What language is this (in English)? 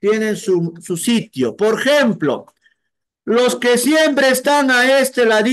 Spanish